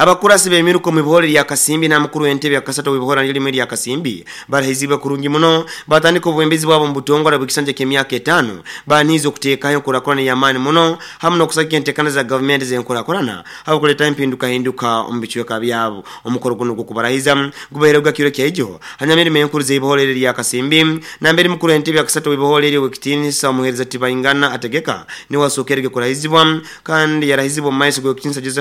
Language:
Nyoro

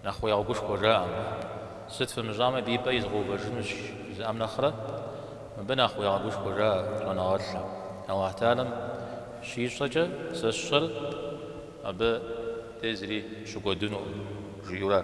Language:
Kabardian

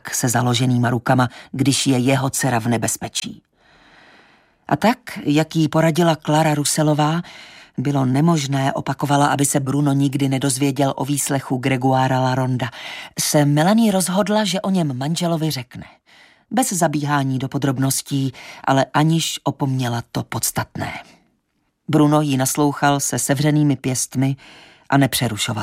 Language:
Czech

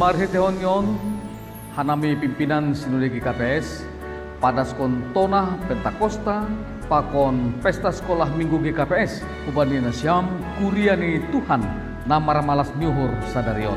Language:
Batak Simalungun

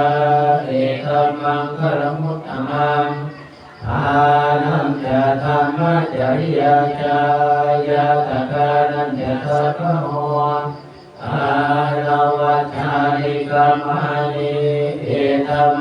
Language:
Pali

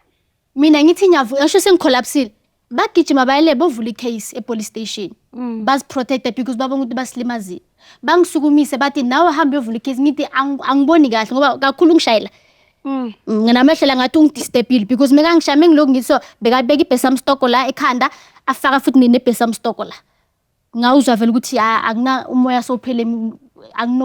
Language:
Zulu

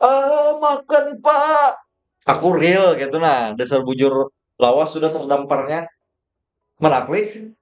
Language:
Banjar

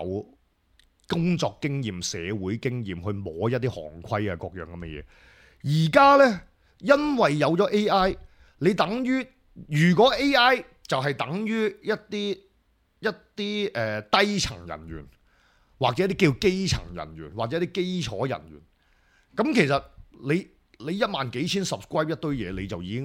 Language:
Cantonese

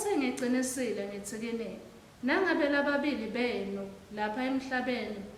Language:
Swati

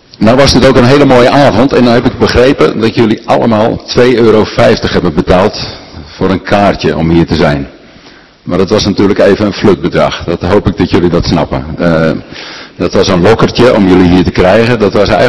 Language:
Dutch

